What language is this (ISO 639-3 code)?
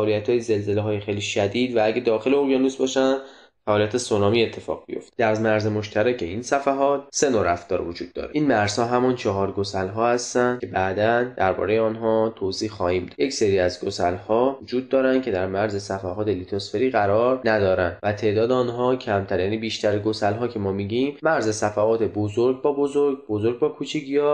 fas